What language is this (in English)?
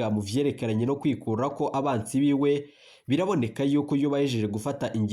Rundi